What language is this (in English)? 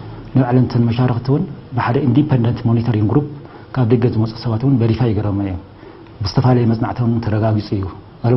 Tigrinya